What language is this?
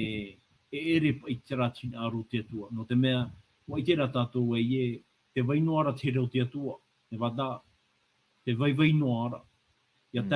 Tahitian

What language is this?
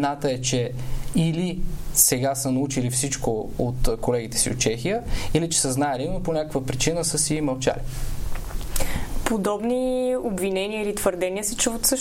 Bulgarian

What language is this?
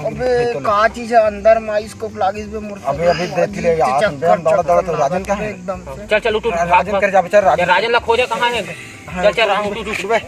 Chhattisgarhi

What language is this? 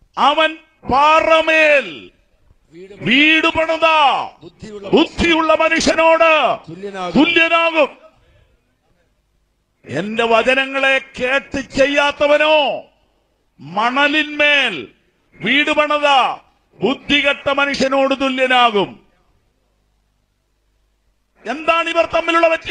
Malayalam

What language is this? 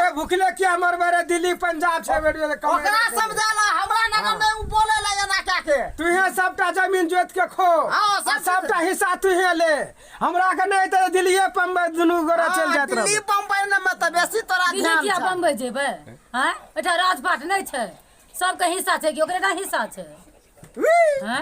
Maithili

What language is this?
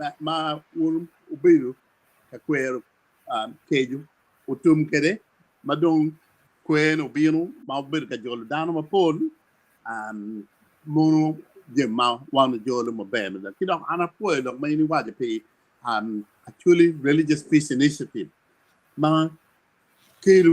Acoli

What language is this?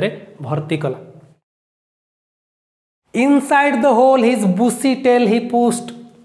Odia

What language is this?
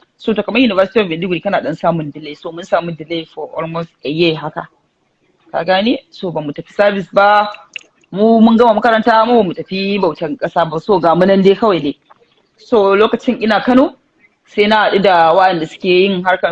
Hausa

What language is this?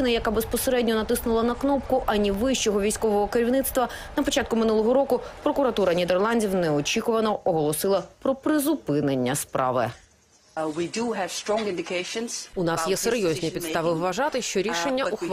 Ukrainian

